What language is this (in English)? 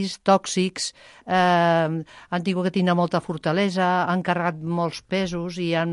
Catalan